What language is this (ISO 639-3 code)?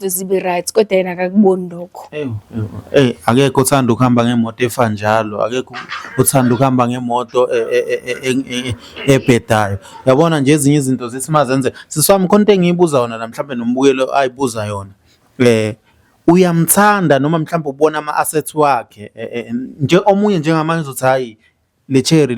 zul